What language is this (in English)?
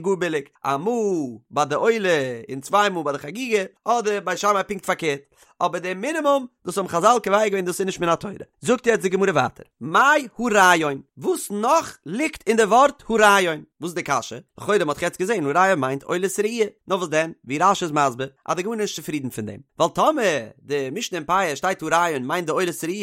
Yiddish